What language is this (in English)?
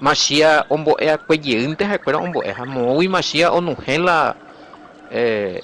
Guarani